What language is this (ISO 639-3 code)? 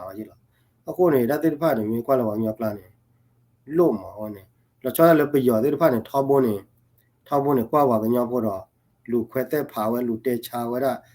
ksw